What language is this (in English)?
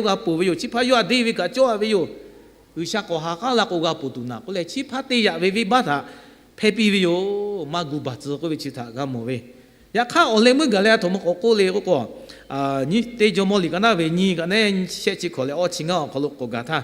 Lahu